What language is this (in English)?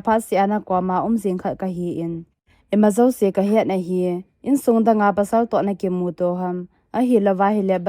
Thado Chin